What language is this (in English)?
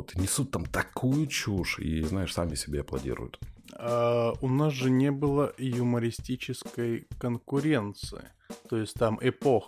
Russian